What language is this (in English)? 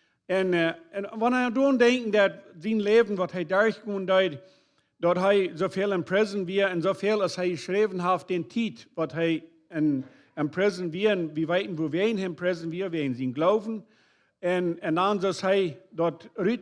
Plautdietsch